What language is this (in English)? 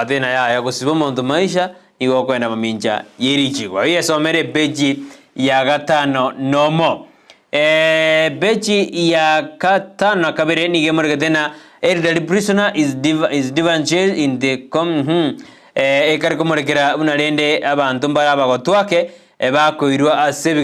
Gusii